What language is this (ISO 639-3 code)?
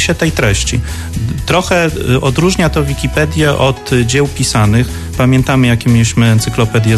pol